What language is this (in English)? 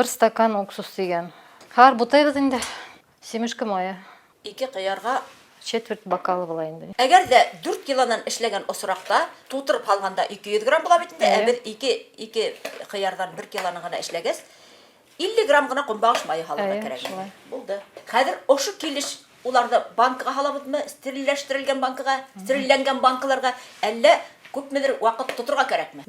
Bashkir